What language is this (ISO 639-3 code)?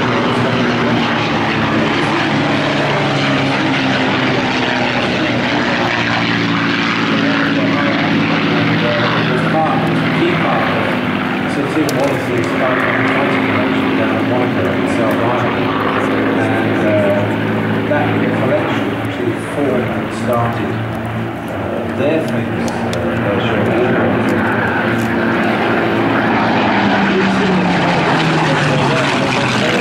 eng